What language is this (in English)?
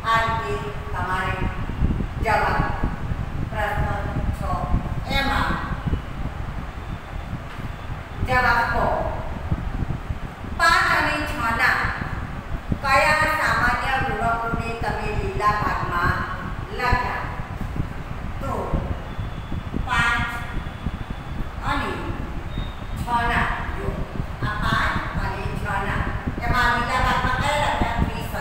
Gujarati